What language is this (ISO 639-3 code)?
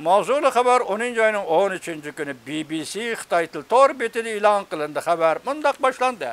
uig